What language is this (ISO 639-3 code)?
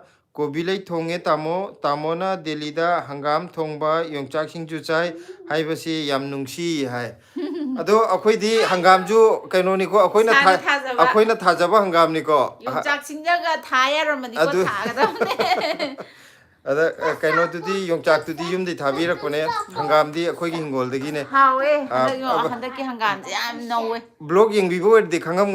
mni